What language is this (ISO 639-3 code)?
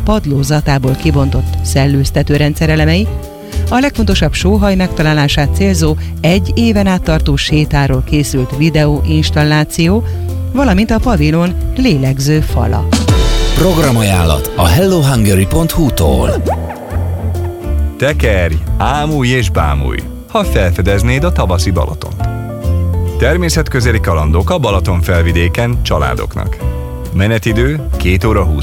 hun